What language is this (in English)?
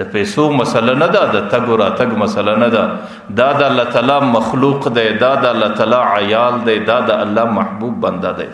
Pashto